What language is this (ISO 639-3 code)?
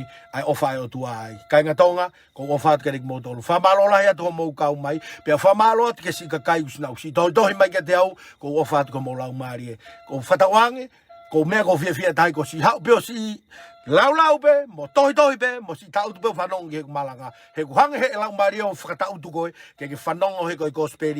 ton